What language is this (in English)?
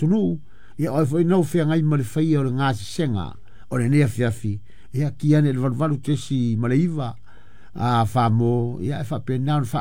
Samoan